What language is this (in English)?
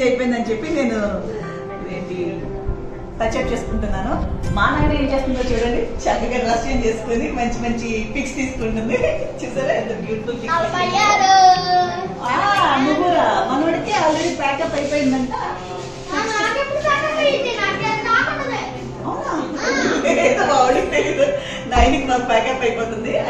Telugu